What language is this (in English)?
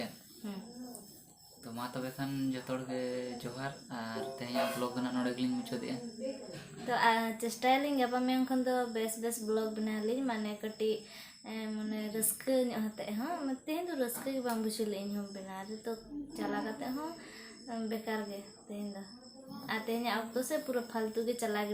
Santali